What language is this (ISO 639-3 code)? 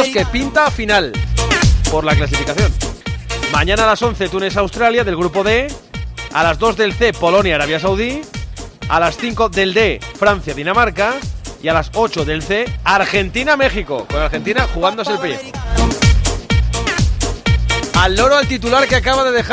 spa